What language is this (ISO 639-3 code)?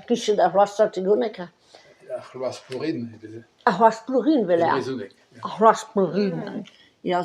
bre